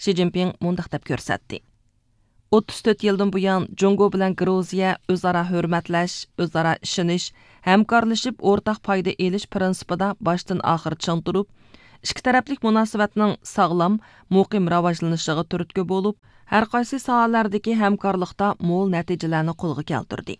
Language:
Uyghur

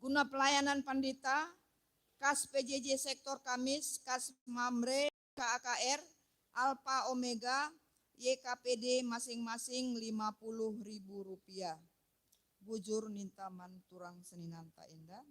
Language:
Batak Karo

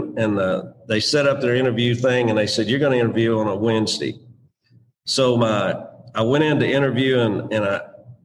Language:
English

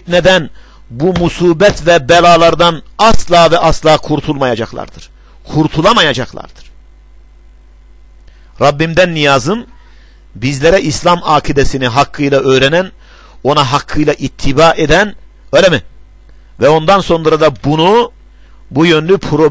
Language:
Turkish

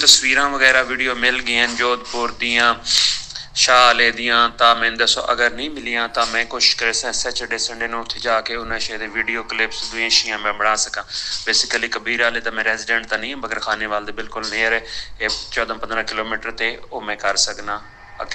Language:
Saraiki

